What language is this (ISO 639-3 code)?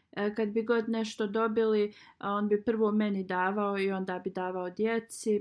bos